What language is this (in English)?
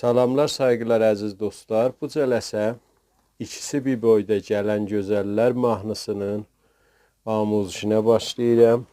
South Azerbaijani